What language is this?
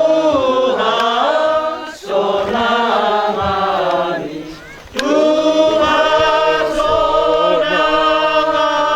Batak Toba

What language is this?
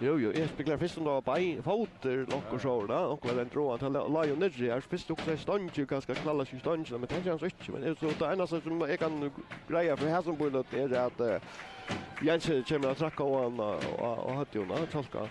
Faroese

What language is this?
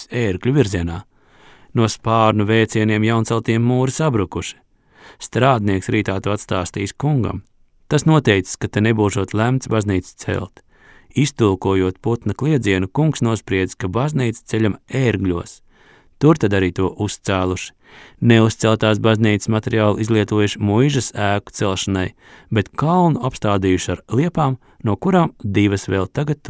Latvian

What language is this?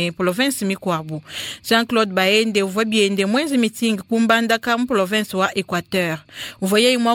Luba-Lulua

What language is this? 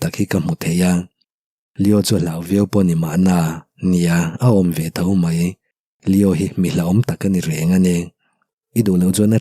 Mizo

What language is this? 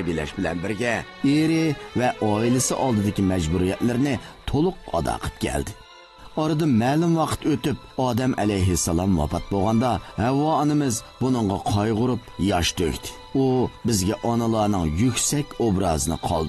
Uyghur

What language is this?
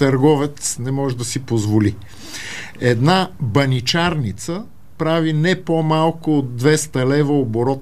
Bulgarian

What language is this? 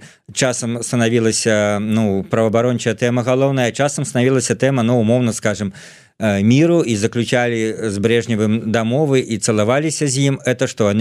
Belarusian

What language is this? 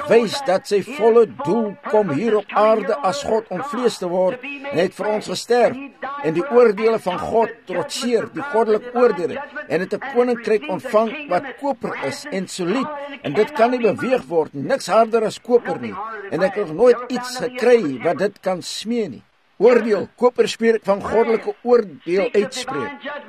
Afrikaans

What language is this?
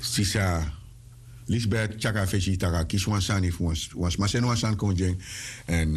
Sranan Tongo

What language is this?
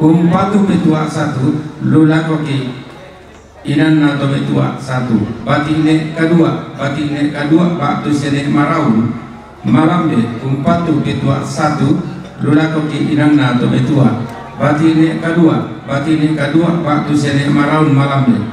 Toraja-Sa'dan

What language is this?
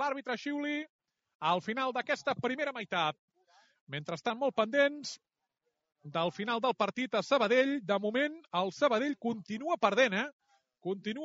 Catalan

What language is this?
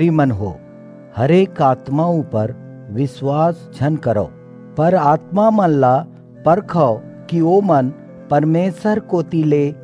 Chhattisgarhi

